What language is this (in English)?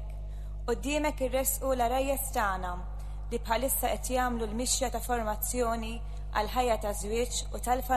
Maltese